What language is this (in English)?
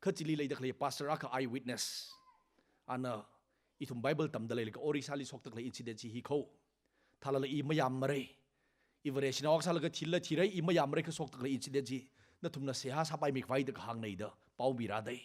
Tangkhul Naga (India)